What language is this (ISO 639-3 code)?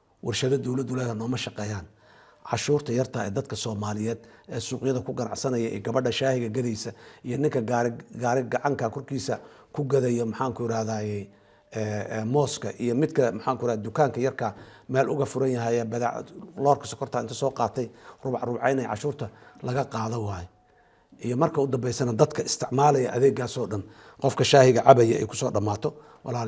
som